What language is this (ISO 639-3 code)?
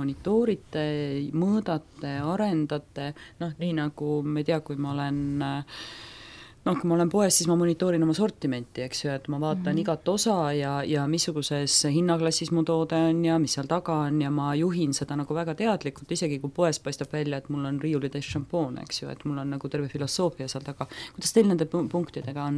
est